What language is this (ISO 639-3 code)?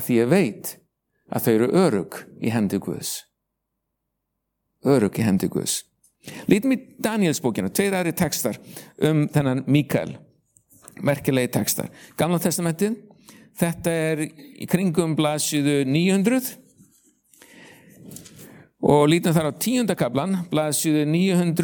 isl